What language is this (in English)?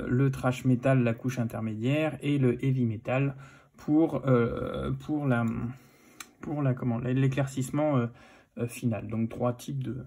French